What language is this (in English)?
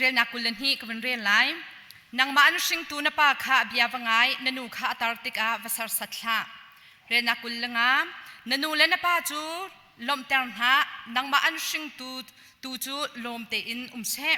Hakha Chin